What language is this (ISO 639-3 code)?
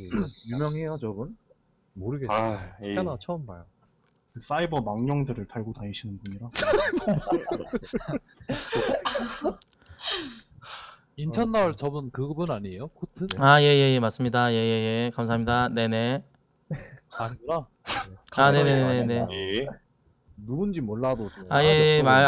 kor